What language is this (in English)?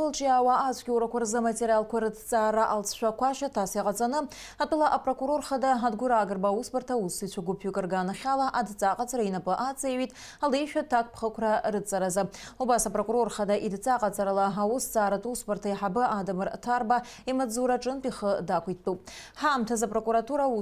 Abkhazian